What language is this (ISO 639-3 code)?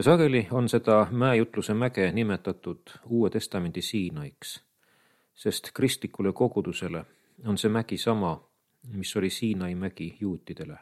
est